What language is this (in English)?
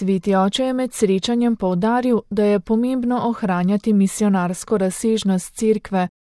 Slovenian